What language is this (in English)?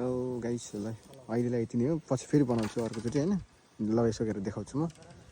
Nepali